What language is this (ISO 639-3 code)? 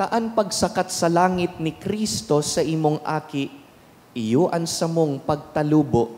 bik